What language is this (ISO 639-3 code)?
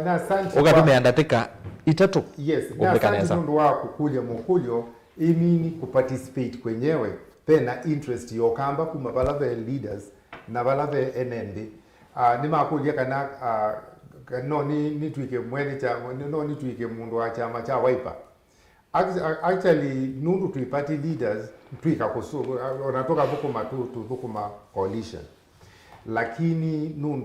kam